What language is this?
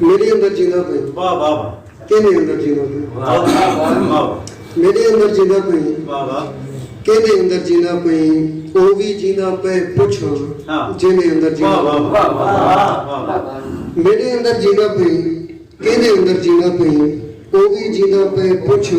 Saraiki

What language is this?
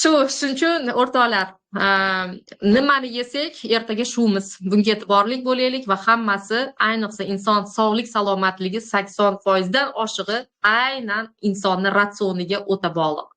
Uzbek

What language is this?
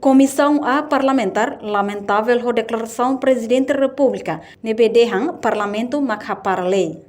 Tetum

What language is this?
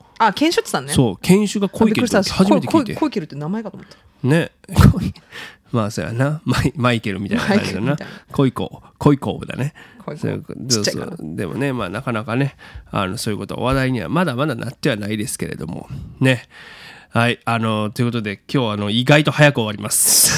Japanese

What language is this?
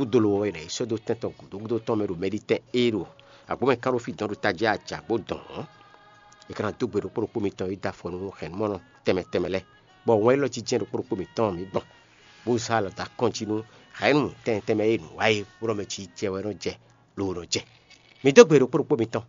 Fon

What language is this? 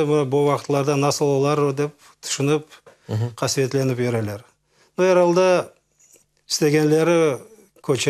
Crimean Tatar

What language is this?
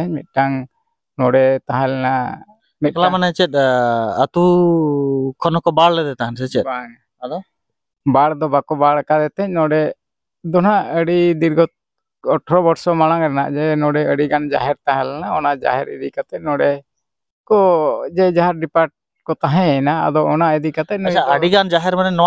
Santali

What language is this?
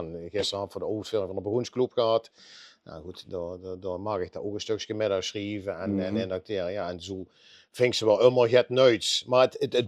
Limburgish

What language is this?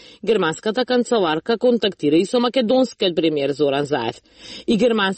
Macedonian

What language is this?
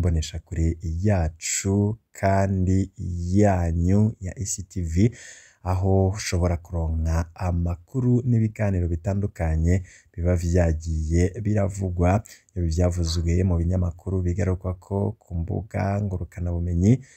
Rundi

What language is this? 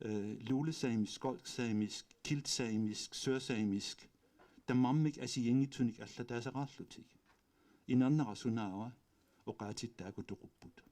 Kalaallisut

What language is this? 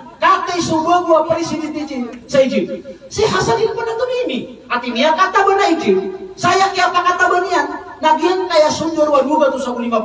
Maranao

